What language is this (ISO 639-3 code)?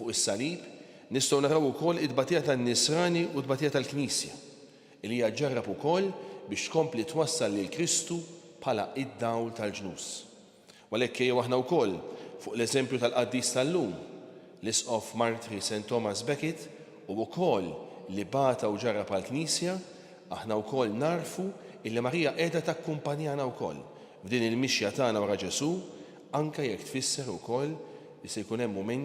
mlt